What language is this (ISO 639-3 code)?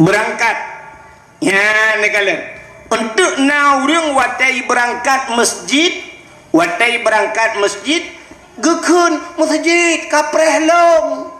ace